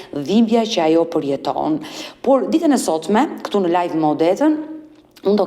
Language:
Albanian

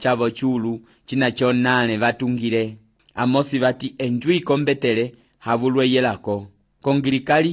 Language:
Umbundu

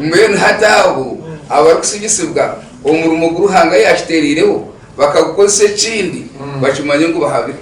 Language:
Nyankole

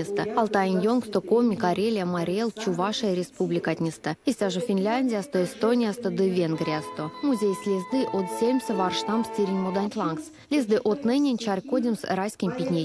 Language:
Erzya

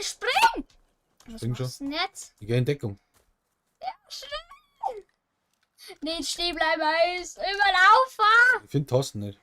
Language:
Bavarian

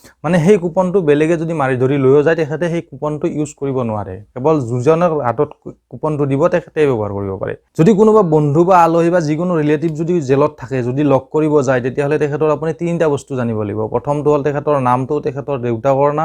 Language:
Assamese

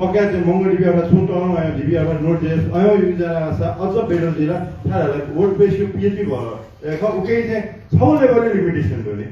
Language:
Newari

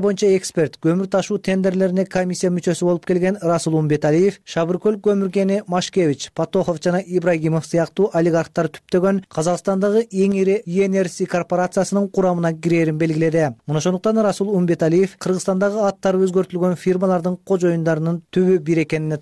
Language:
Kyrgyz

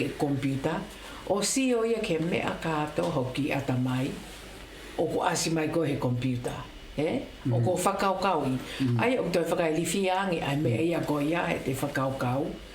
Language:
Tongan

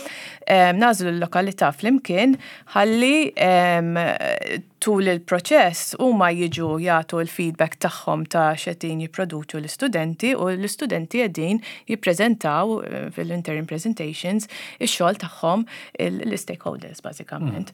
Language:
Maltese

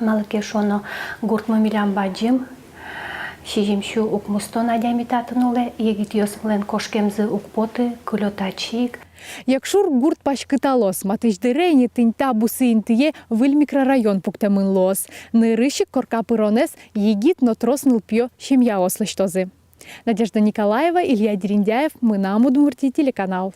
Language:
Udmurt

